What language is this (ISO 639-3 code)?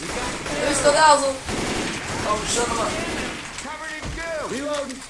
fao